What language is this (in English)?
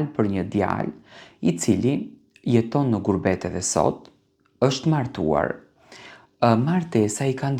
Albanian